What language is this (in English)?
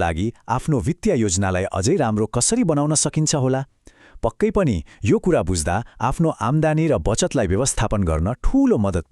Nepali